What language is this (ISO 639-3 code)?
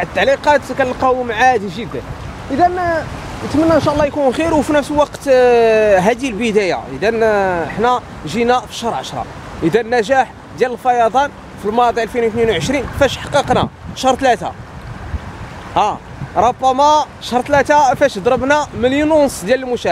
ary